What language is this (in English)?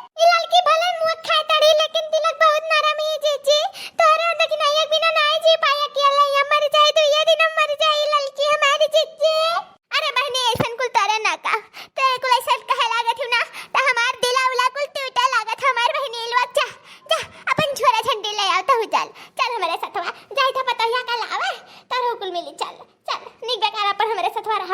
Awadhi